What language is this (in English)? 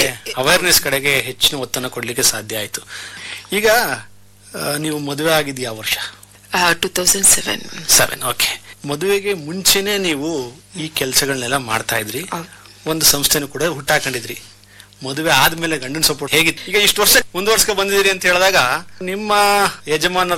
Kannada